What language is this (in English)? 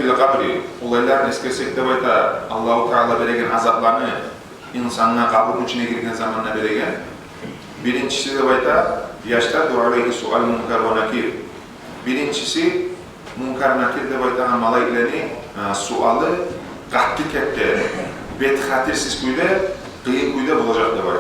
Kumyk